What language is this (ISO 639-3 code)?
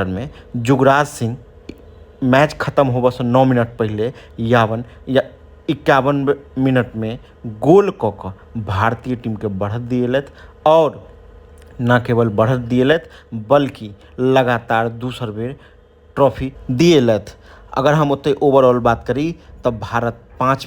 mai